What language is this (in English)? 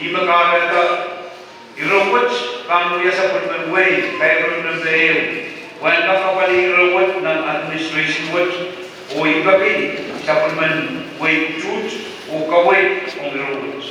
Pohnpeian